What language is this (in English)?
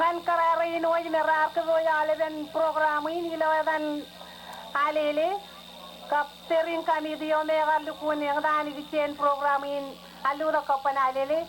Marshallese